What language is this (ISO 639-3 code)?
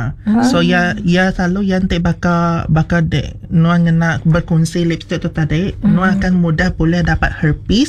iba